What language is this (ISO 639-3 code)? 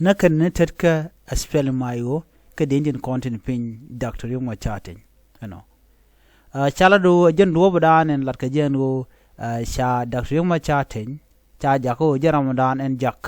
nus